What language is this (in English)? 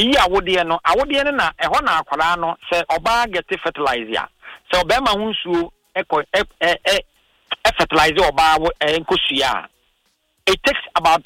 Akan